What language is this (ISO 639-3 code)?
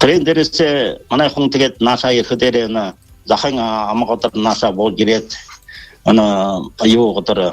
bua